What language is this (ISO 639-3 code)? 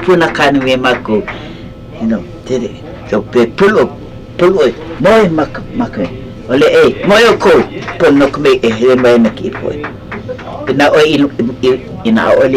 haw